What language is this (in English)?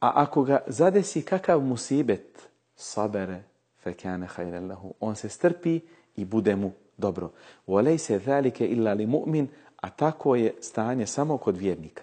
Bosnian